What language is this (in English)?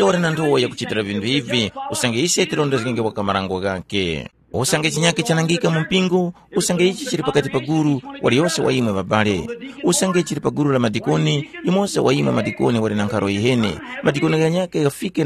Tumbuka